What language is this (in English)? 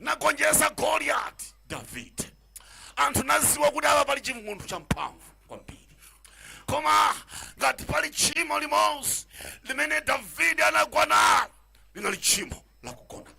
Nyanja